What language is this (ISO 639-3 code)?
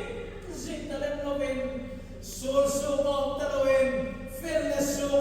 hmr